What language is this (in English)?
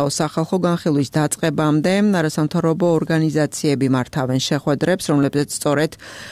Georgian